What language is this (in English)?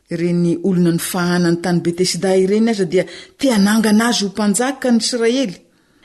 Malagasy